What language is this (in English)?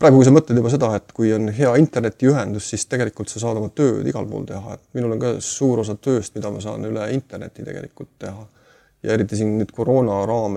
Estonian